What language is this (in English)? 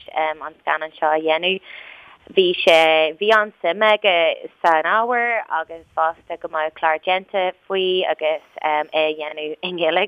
Irish